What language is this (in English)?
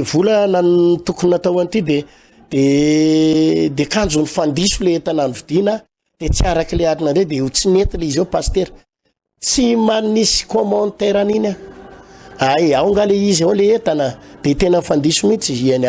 Malagasy